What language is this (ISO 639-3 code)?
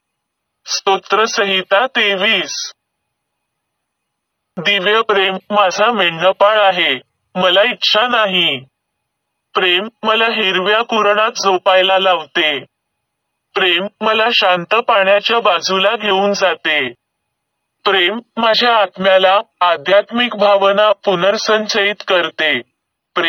mar